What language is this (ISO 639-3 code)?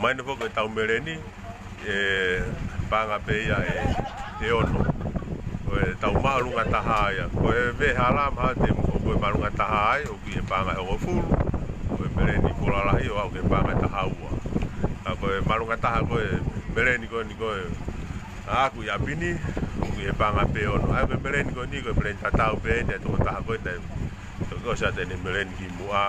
ton